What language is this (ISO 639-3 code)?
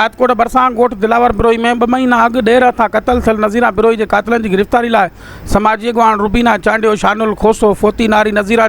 snd